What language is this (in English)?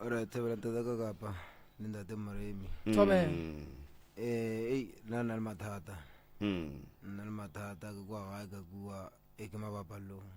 Northern Sotho